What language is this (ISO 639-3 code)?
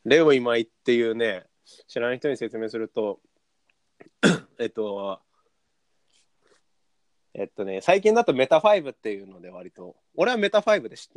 jpn